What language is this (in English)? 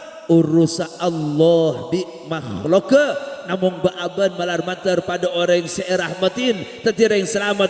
Madurese